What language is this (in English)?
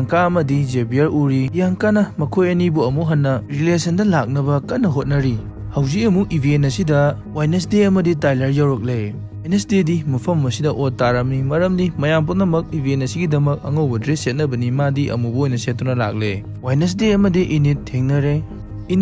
Manipuri